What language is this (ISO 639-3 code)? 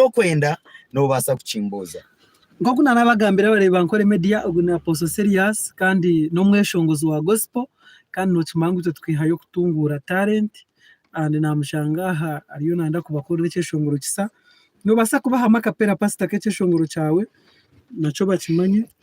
nyn